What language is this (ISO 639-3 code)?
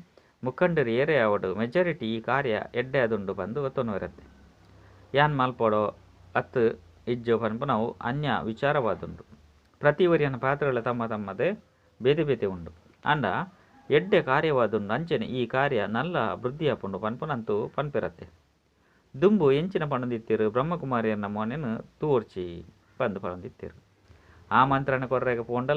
tcy